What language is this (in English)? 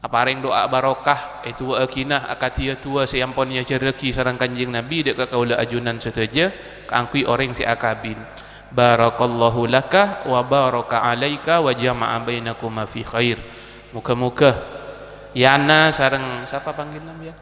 Madurese